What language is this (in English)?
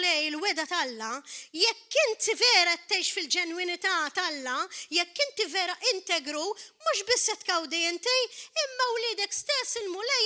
Maltese